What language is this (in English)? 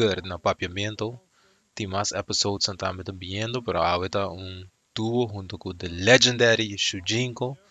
Papiamento